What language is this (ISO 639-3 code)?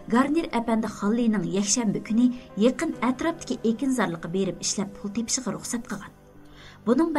uig